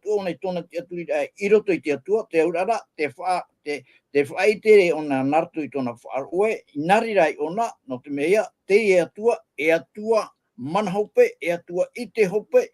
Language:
Tahitian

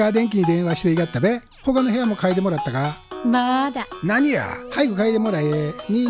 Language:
Japanese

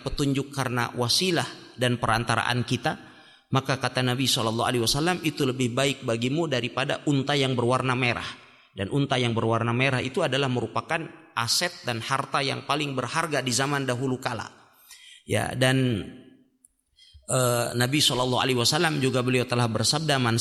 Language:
Indonesian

